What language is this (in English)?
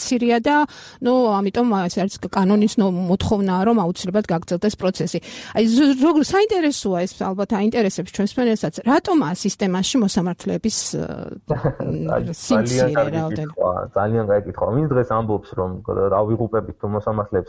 Georgian